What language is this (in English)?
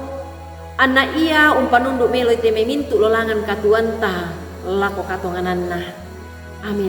Toraja-Sa'dan